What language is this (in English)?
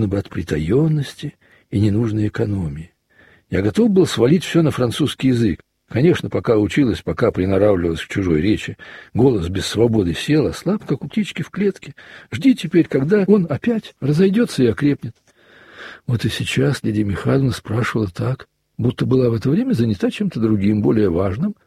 Russian